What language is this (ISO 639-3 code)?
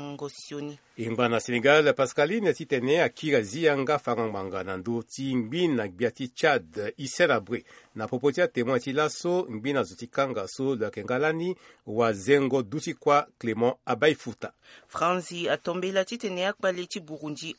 sag